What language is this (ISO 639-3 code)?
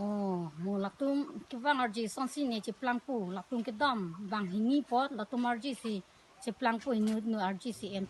mjw